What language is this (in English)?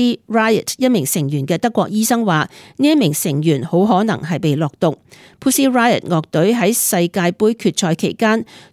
Cantonese